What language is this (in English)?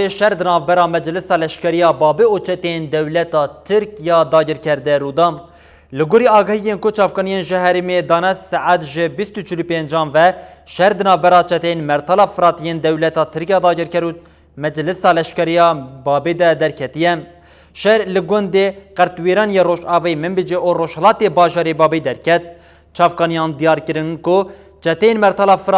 Kurdish